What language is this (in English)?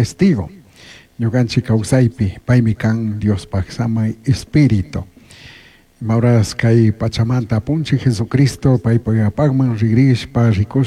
Chimborazo Highland Quichua